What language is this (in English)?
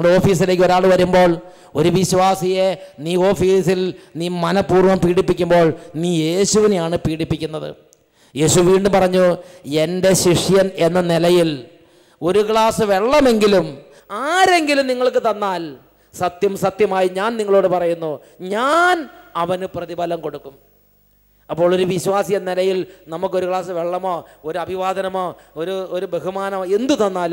Malayalam